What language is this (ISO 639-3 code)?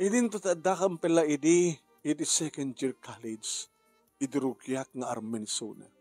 ilo